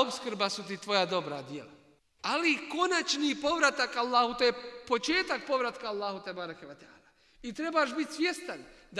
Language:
Bosnian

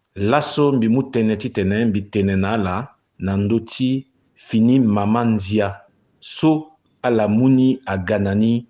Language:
Sango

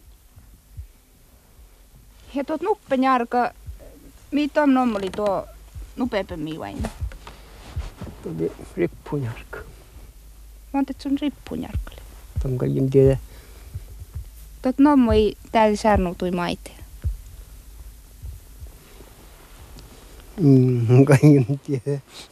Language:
Finnish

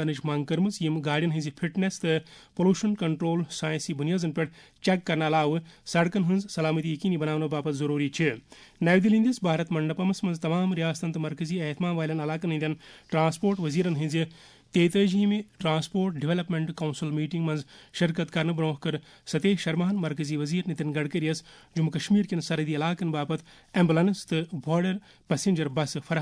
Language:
Kashmiri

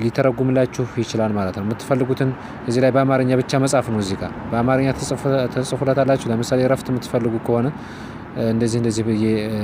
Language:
Amharic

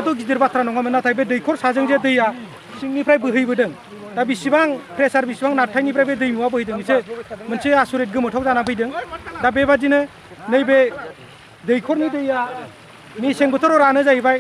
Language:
Bodo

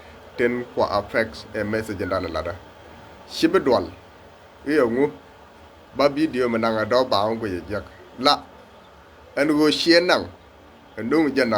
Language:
Nuer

